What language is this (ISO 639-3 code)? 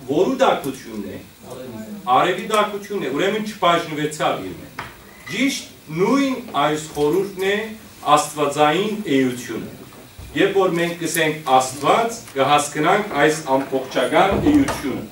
hyw